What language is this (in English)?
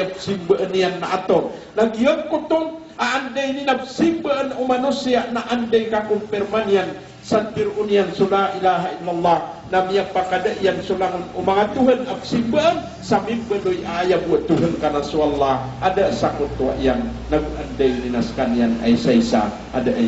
Maranao